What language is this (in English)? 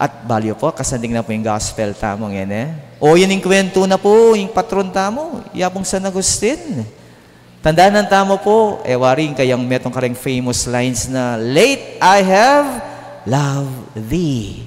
Pampanga